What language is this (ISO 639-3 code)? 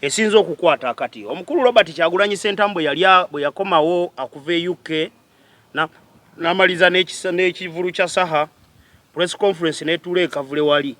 lug